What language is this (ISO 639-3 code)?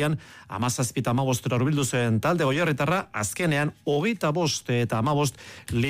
eus